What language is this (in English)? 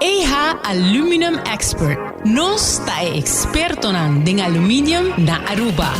Papiamento